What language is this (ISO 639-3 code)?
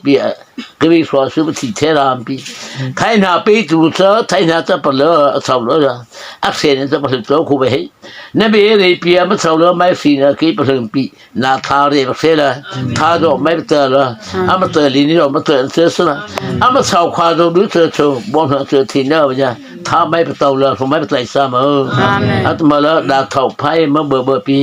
mrh